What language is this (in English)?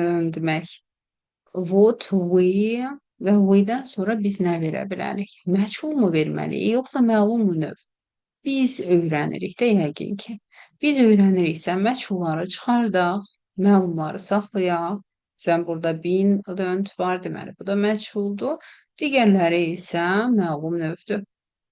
Azerbaijani